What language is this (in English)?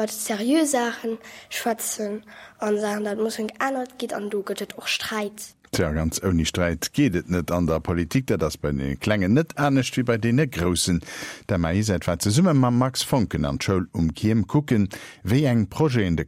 Luxembourgish